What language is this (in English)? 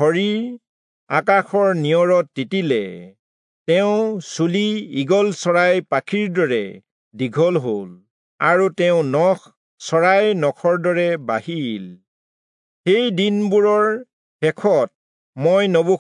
Assamese